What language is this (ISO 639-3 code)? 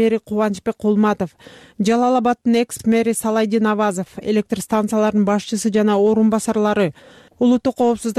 kir